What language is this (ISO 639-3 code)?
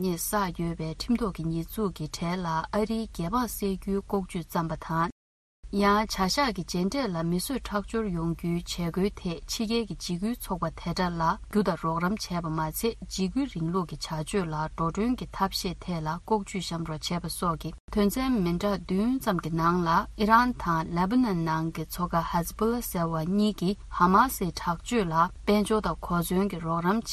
bod